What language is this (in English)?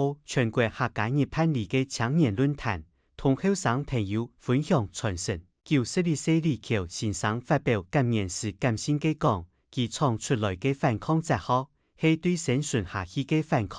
Hakka Chinese